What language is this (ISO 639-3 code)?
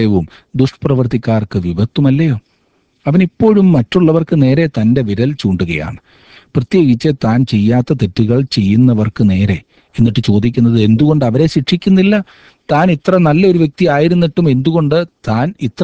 mal